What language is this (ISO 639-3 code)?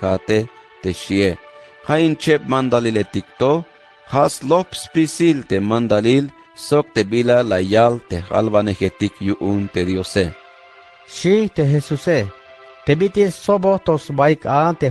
tzh